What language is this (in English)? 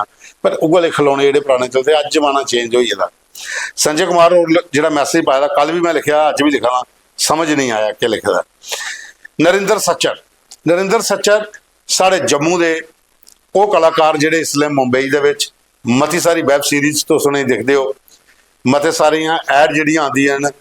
Dogri